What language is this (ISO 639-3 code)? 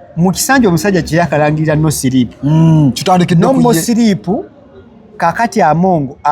lug